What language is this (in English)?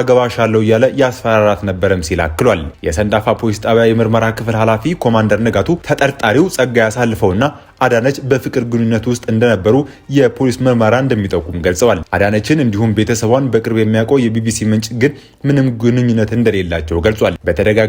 Amharic